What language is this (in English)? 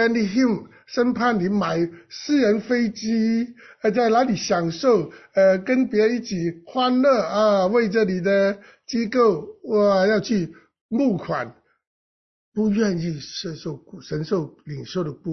Chinese